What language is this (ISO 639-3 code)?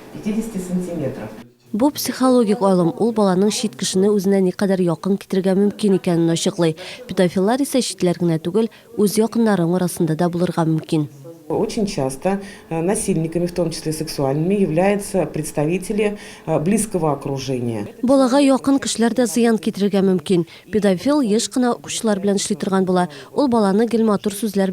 tat